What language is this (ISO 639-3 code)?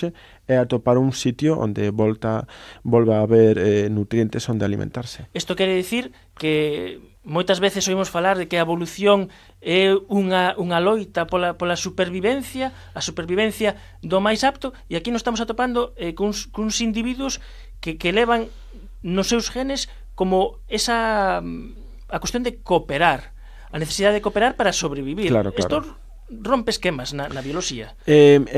glg